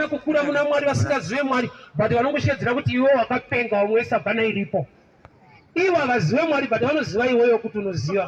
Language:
Shona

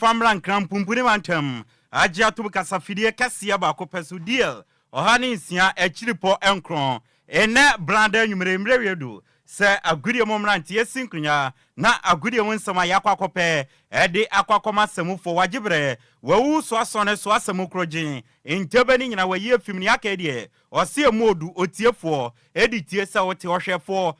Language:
Akan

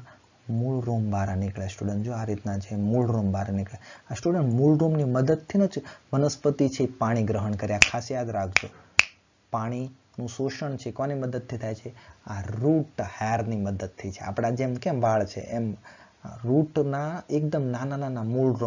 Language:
Gujarati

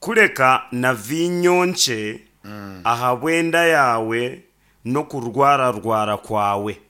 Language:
Nyankole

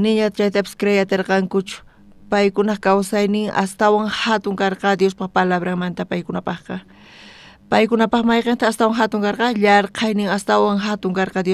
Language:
South Bolivian Quechua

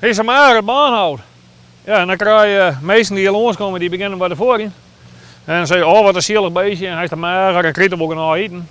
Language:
Western Frisian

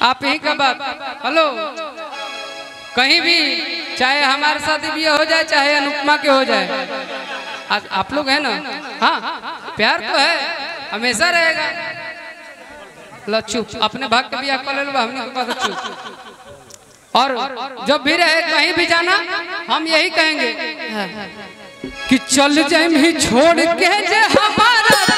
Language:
Bhojpuri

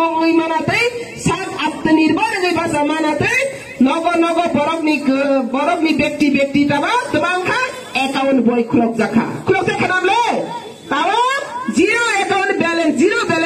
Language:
Riang (India)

